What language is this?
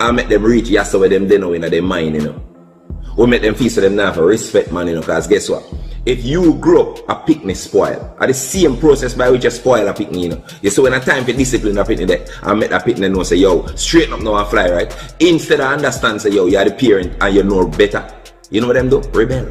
Jamaican Creole English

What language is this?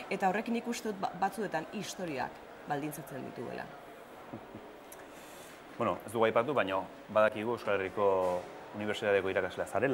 Basque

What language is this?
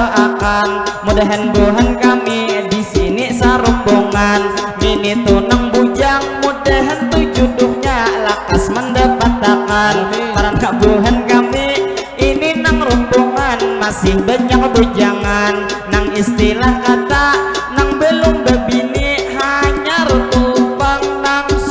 Banjar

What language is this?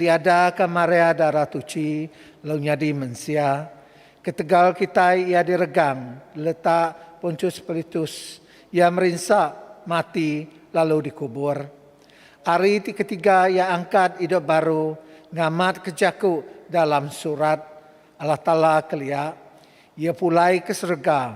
Iban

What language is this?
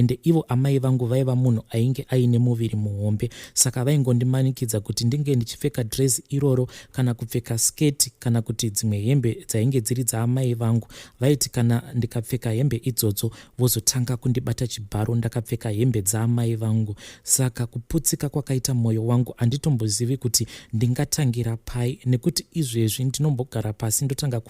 Shona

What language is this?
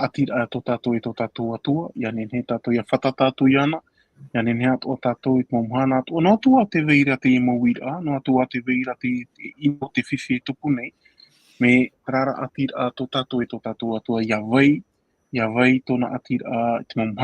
Tahitian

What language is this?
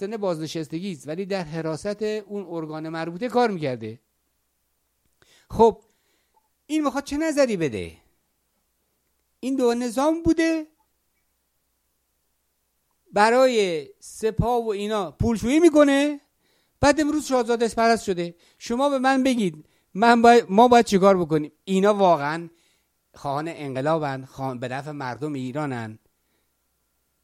Persian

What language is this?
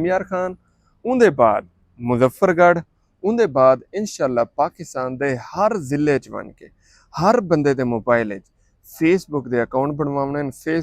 Saraiki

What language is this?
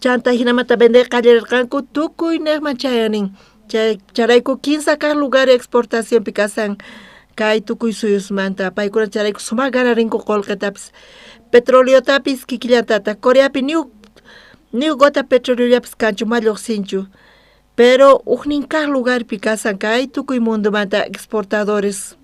South Bolivian Quechua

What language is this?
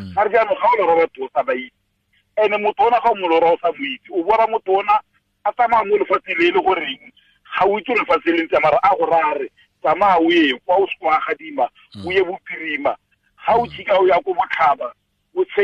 Tswana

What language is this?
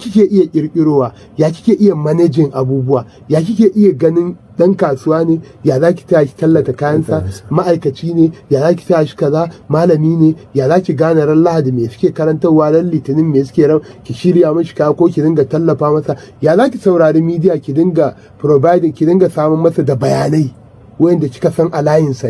Hausa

